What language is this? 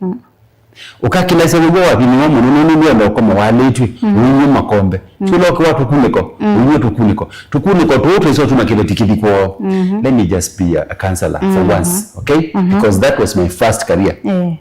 Kamba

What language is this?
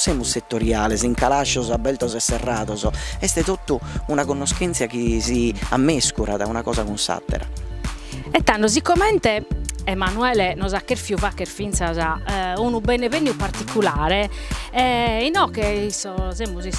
Sardinian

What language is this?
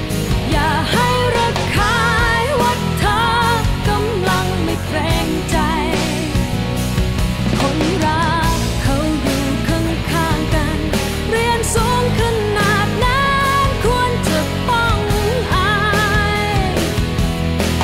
Thai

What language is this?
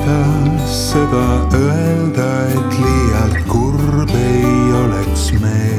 Estonian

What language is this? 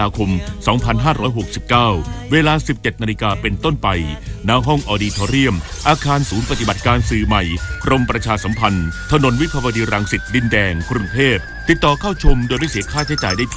Thai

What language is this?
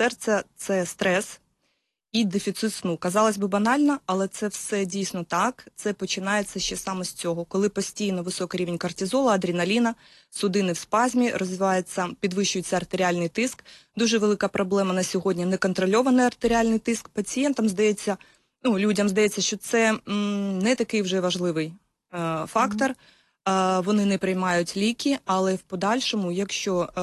Ukrainian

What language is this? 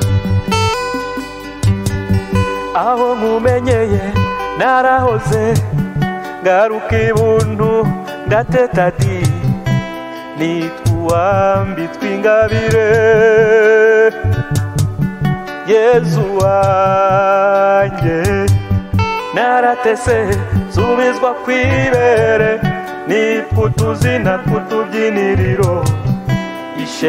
Kinyarwanda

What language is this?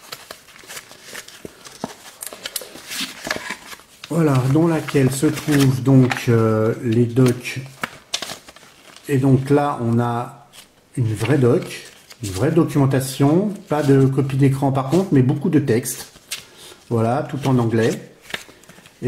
French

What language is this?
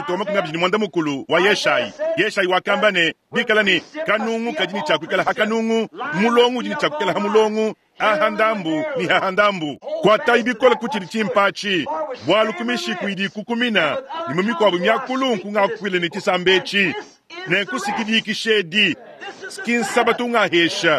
Luba-Lulua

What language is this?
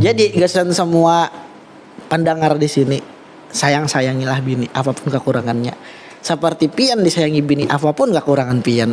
Banjar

